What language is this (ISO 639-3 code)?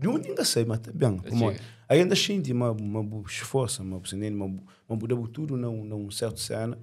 kea